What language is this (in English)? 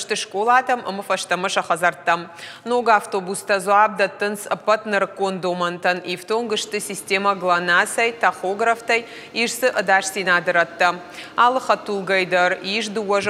Ossetic